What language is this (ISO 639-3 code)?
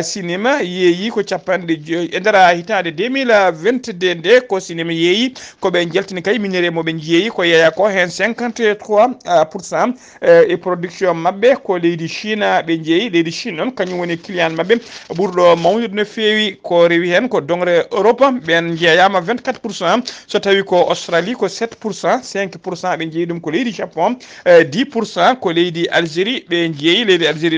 ful